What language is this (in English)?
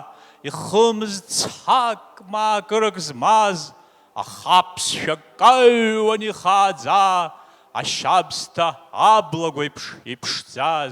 Abkhazian